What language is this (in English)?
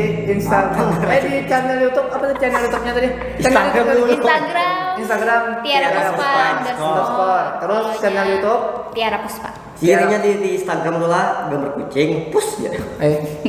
Banjar